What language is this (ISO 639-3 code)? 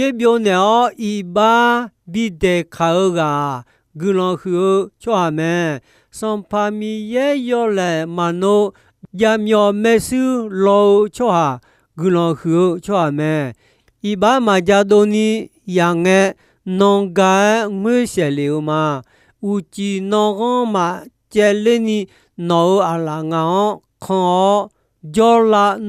ahk